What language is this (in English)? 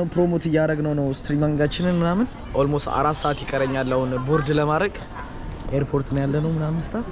Amharic